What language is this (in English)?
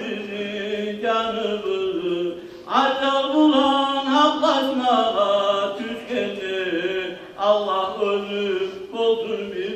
Kumyk